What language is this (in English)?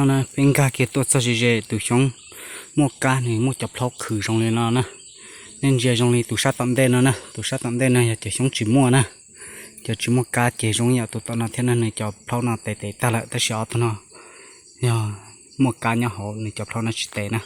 Hmong